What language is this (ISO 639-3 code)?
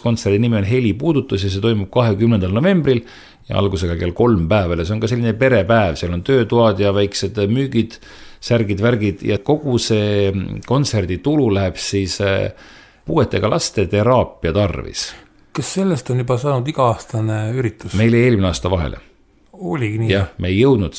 est